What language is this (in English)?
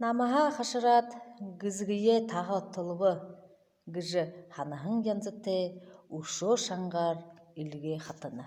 Buriat